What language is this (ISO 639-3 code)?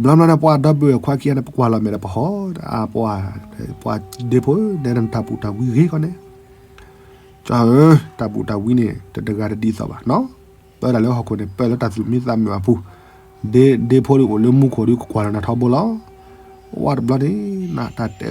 ksw